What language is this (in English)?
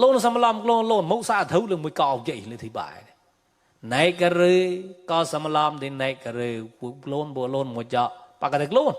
Mon